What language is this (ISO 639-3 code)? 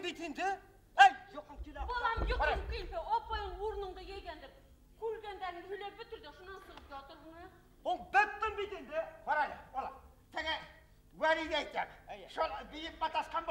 bak